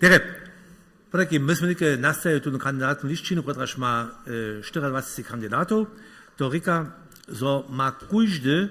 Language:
Upper Sorbian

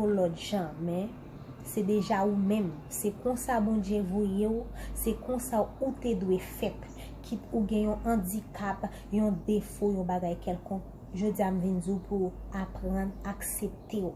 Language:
Haitian Creole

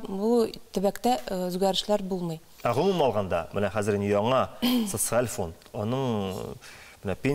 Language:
Tatar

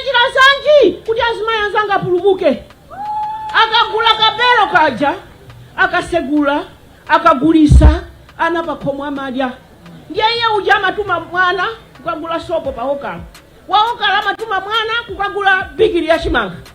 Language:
Nyanja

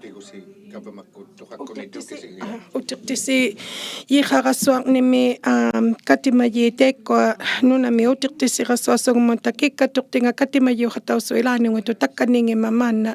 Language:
Inuktitut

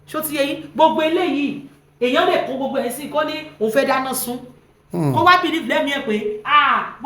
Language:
Yoruba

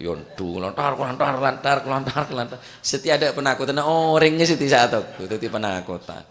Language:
Madurese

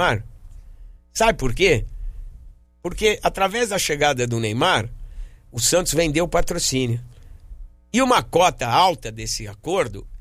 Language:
Portuguese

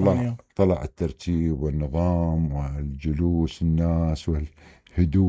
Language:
Mesopotamian Arabic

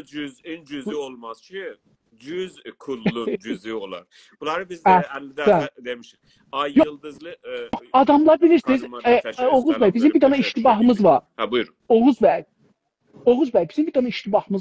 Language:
South Azerbaijani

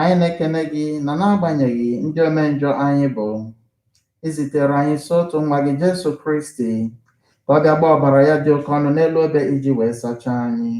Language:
Igbo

